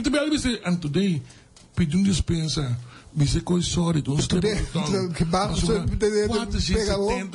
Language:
Papiamento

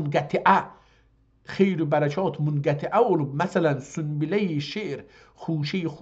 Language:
South Azerbaijani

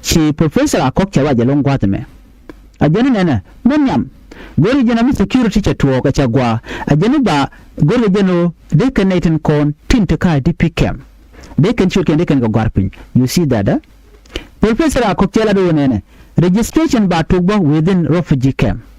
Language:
Nuer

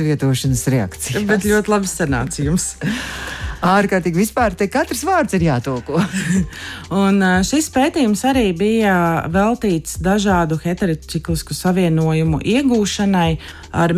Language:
Latvian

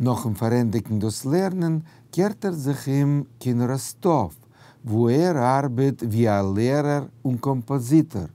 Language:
Yiddish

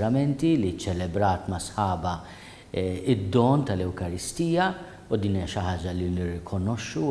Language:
Maltese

